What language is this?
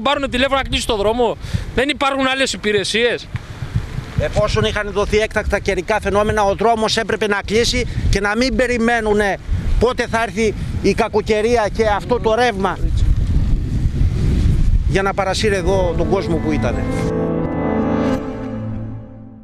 Greek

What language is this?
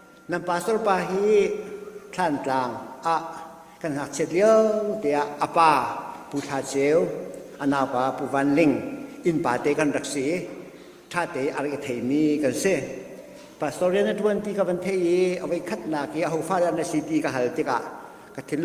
Hakha Chin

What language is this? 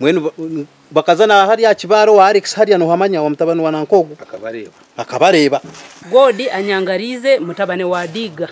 Nyankole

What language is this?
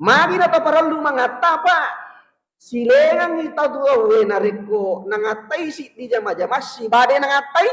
Buginese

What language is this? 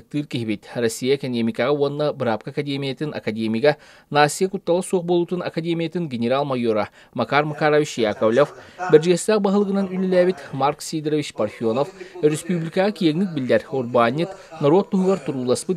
Yakut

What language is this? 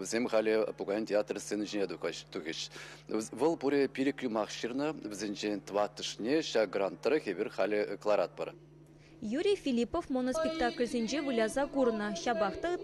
Chuvash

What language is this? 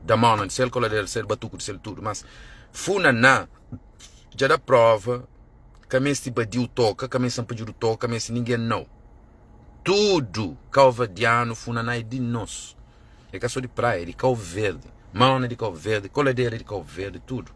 Kabuverdianu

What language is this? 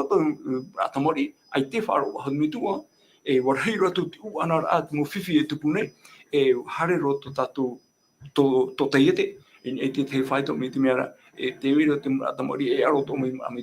Tahitian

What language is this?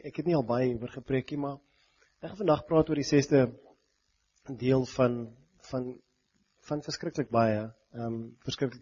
Afrikaans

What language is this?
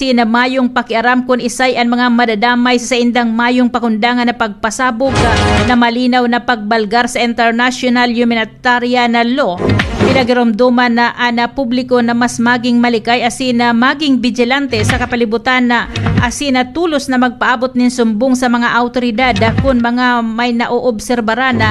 Bikol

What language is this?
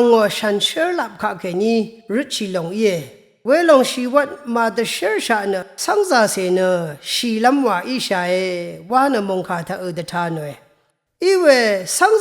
Rawang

